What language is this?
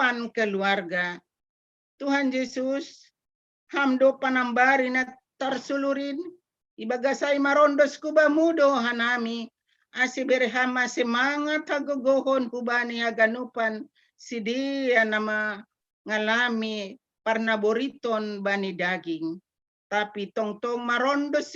Batak Simalungun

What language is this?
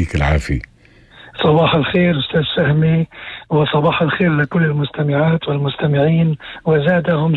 North Levantine Arabic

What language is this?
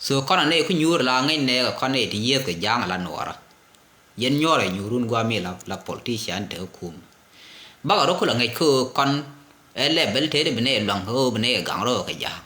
Nuer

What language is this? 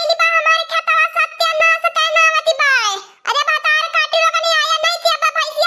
Awadhi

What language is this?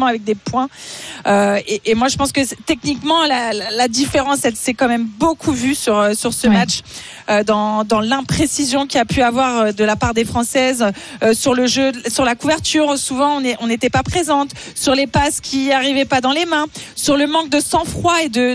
French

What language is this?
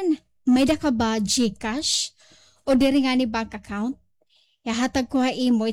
Waray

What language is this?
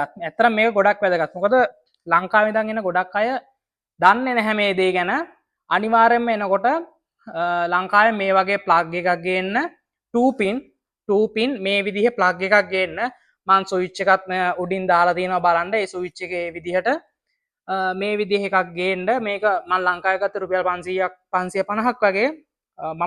Sinhala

